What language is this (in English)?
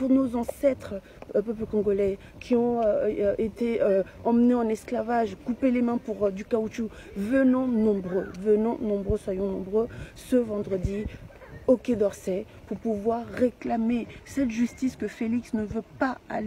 French